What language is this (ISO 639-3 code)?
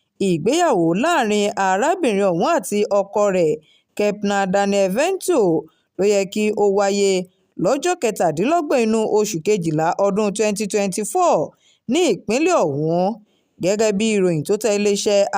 yor